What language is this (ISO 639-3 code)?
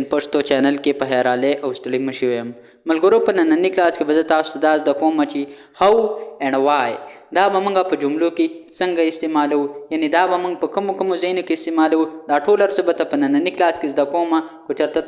pus